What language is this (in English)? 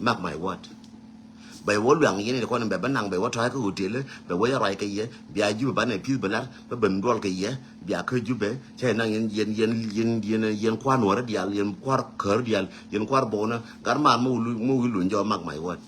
Nuer